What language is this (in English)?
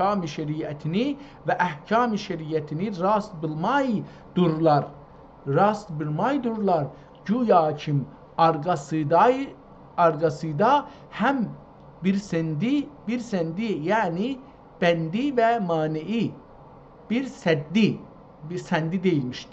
South Azerbaijani